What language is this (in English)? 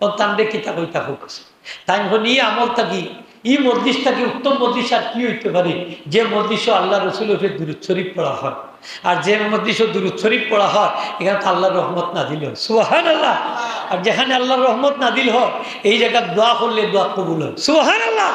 Sylheti